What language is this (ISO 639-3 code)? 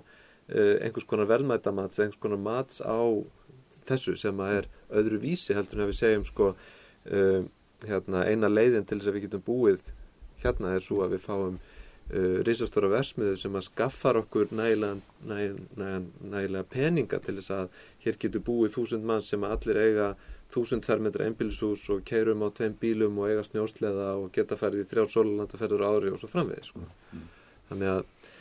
isl